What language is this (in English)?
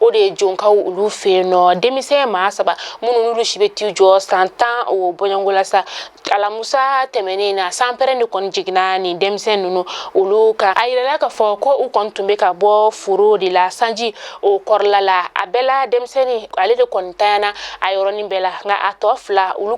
Bambara